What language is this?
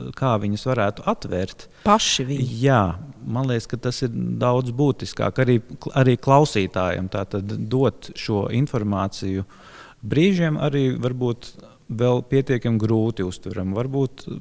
Latvian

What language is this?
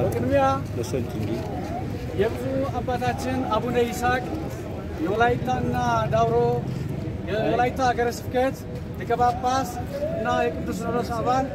Amharic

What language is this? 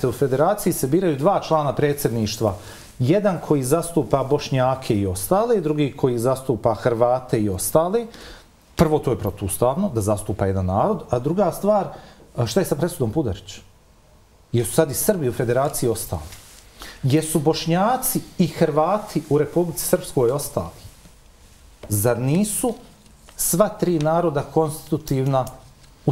Bosnian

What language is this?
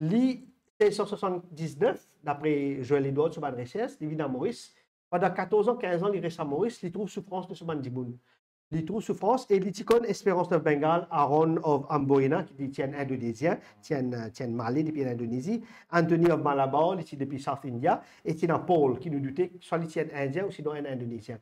Morisyen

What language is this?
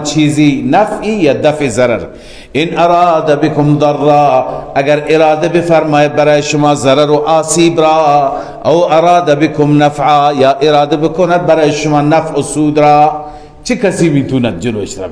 Persian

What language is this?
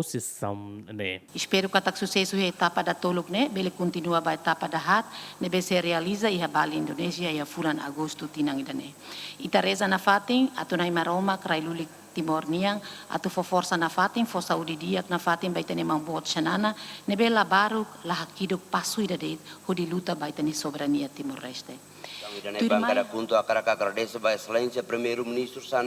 Tetum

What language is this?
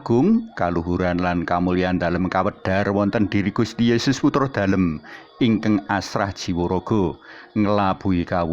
Javanese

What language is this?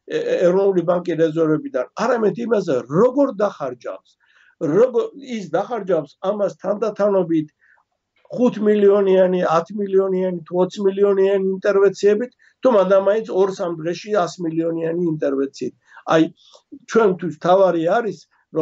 Georgian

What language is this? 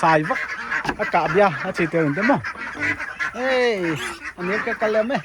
Paite Chin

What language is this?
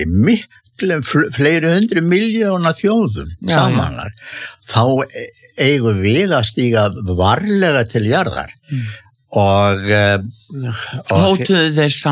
Icelandic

